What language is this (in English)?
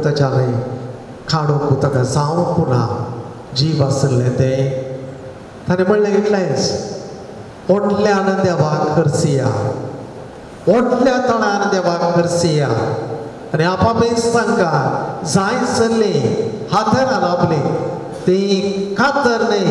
Konkani